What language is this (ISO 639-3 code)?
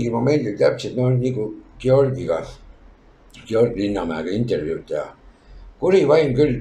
est